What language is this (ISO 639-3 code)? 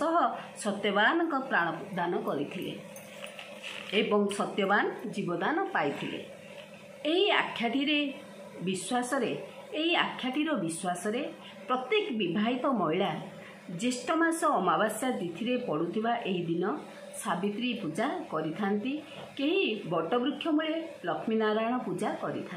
ori